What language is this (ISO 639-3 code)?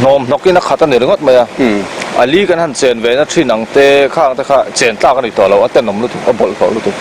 lus